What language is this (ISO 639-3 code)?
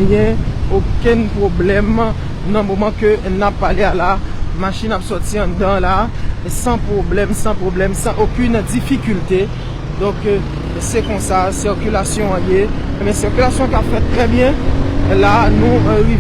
hat